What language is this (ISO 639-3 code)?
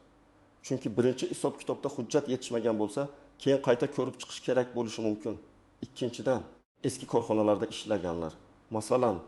uzb